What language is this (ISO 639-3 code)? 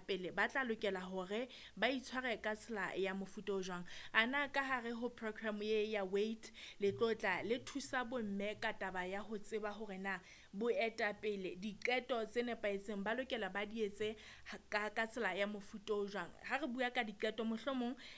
sot